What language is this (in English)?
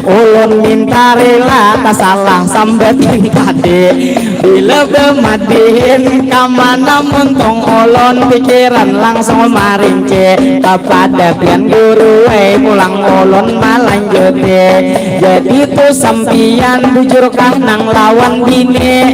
Banjar